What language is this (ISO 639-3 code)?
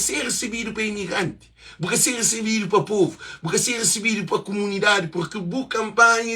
kea